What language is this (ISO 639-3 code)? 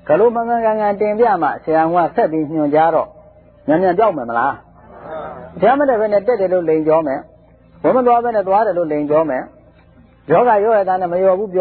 mya